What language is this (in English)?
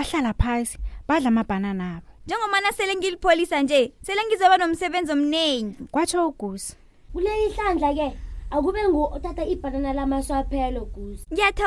South Ndebele